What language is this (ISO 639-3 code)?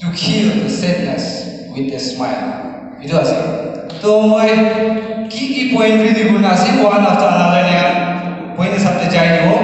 nag